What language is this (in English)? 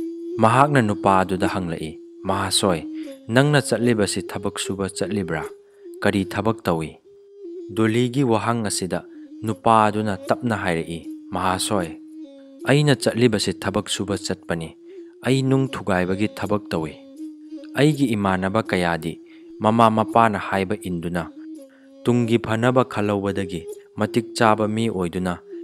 Manipuri